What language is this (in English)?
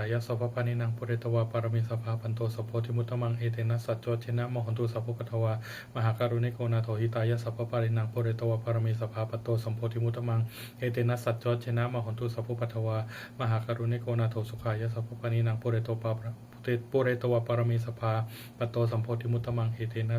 Pali